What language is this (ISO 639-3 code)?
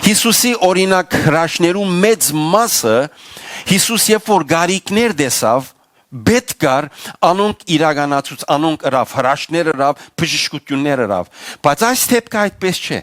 hyw